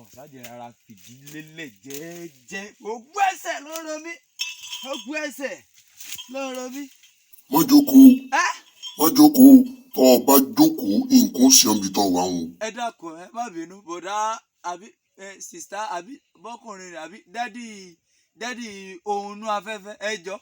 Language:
Yoruba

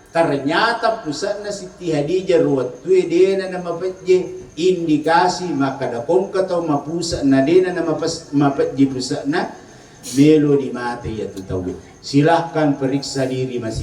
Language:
Buginese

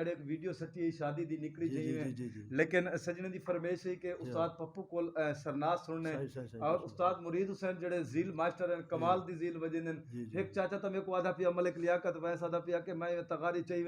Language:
Saraiki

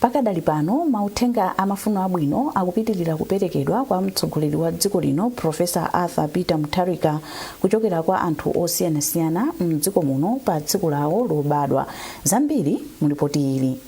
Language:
Nyanja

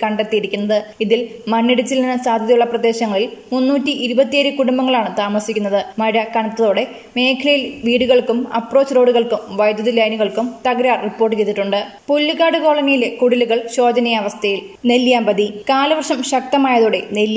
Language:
Malayalam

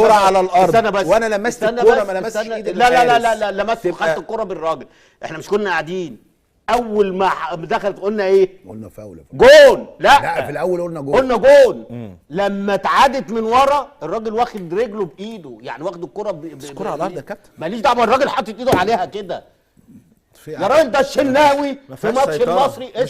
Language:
Egyptian Arabic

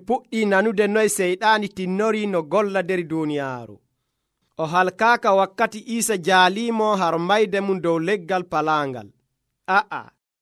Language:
Nigerian Fulfulde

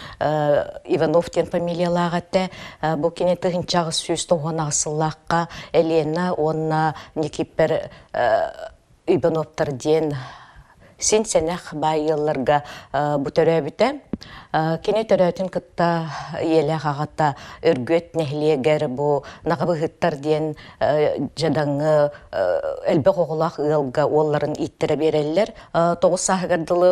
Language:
Yakut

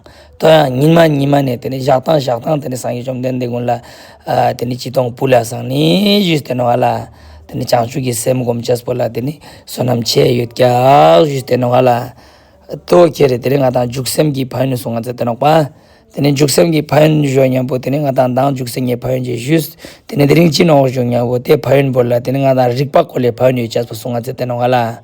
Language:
Ladakhi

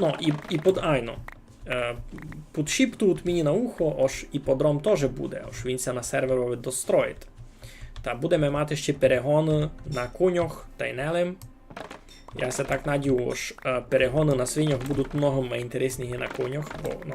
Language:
Rusyn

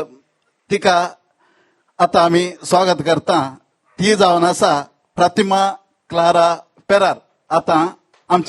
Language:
Konkani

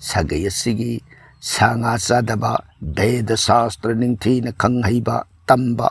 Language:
Manipuri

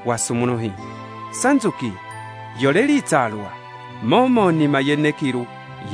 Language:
Umbundu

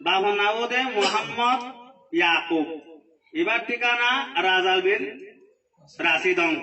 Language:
Rohingya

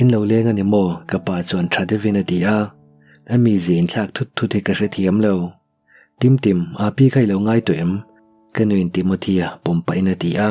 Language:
Mizo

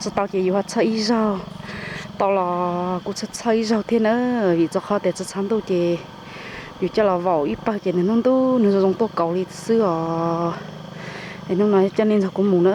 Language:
Hmong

